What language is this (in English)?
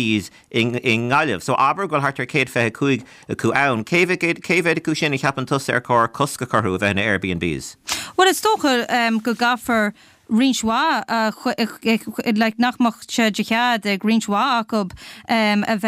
Irish